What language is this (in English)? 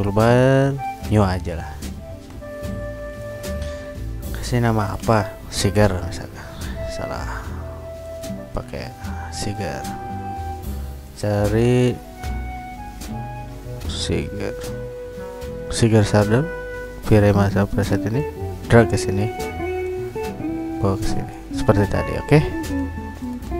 Indonesian